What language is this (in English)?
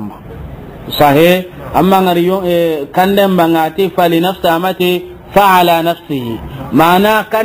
Soninke